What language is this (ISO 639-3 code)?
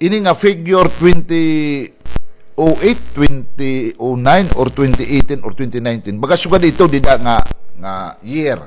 war